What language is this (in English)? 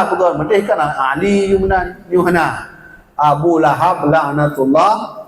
Achinese